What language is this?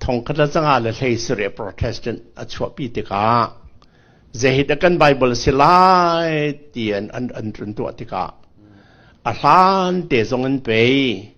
Falam Chin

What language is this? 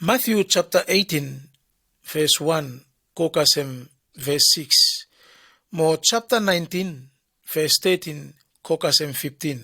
Bislama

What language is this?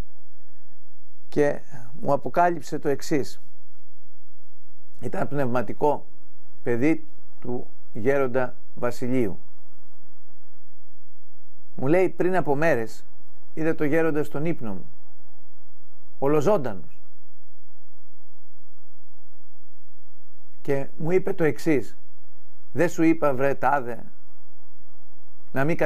Greek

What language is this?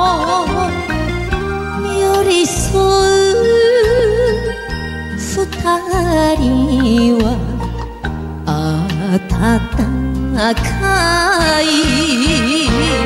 Japanese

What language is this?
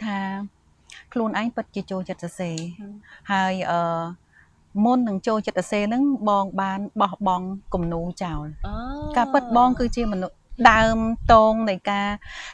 Khmer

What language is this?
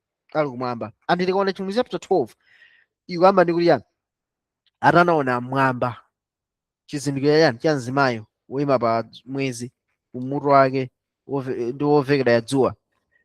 Nyanja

